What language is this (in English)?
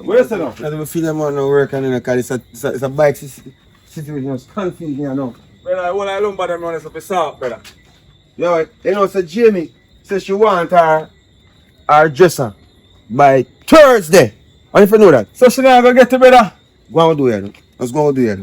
Jamaican Creole English